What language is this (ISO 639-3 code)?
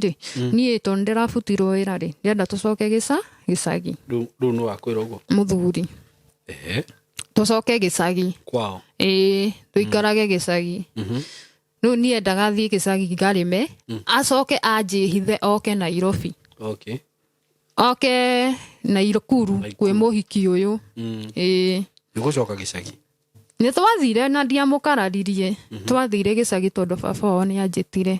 kik